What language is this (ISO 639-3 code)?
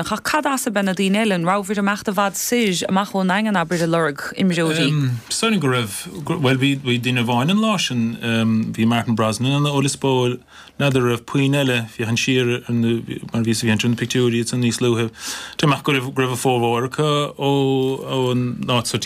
gle